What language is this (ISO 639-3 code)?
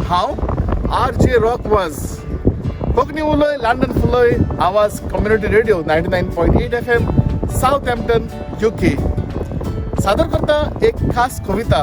kok